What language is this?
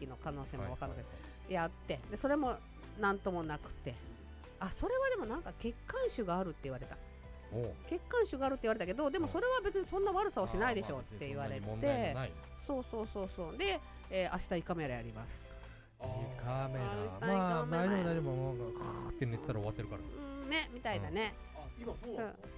Japanese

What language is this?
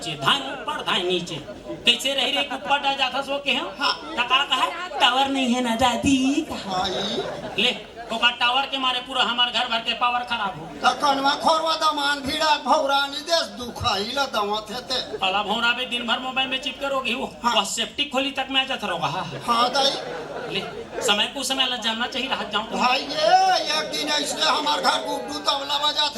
Chhattisgarhi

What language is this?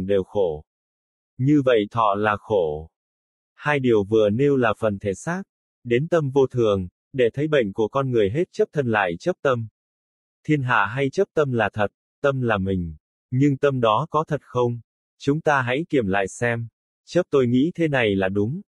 Vietnamese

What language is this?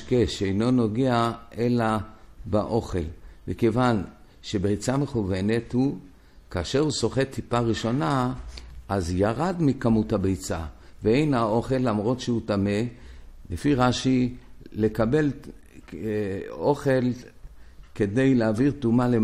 Hebrew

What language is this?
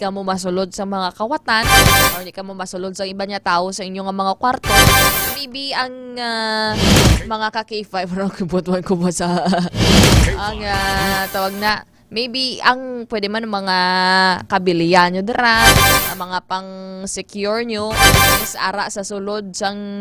Hiligaynon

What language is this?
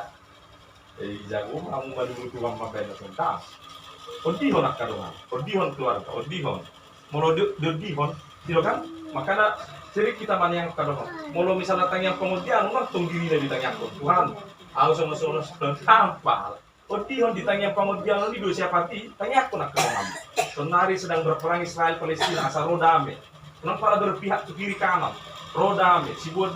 Batak Toba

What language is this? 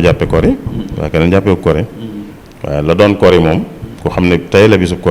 Wolof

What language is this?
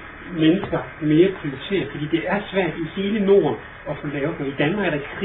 Danish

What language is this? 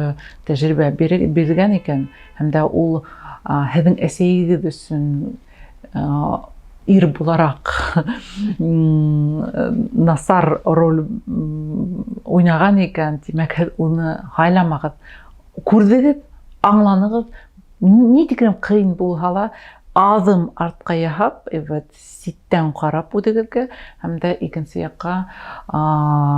Bashkir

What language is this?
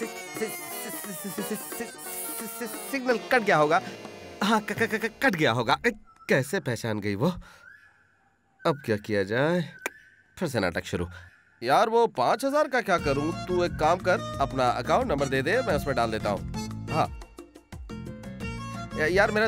Hindi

